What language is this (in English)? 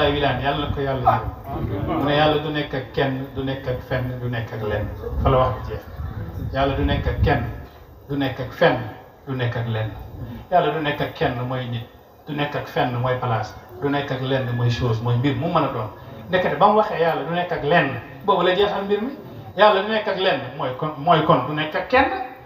Wolof